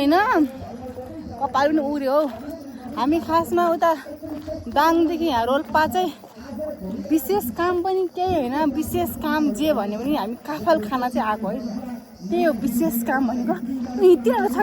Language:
Nepali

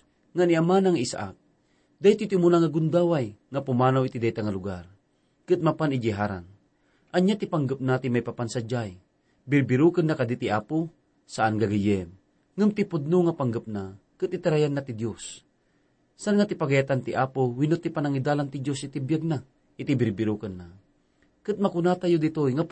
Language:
Iloko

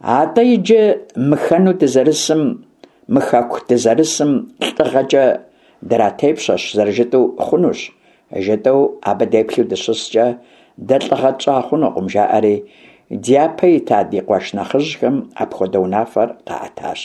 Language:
Kabardian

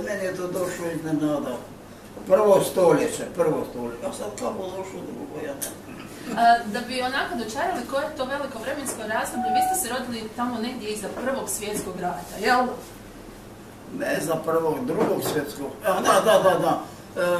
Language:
Croatian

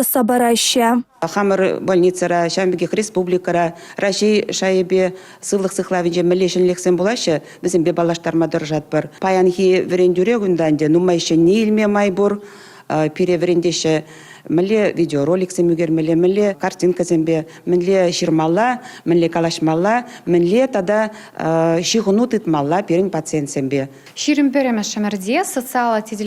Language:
Chuvash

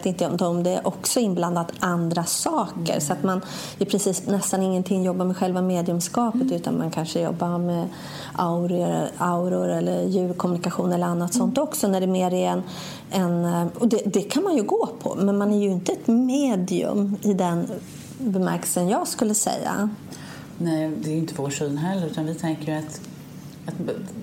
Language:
Swedish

